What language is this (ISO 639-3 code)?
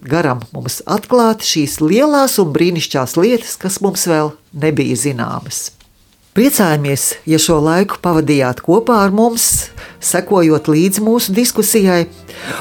lav